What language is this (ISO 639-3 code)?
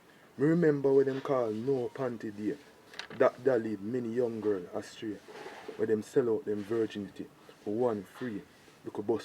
jam